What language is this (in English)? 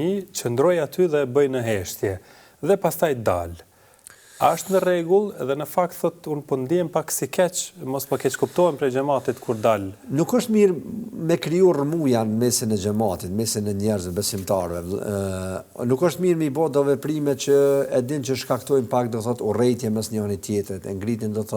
Albanian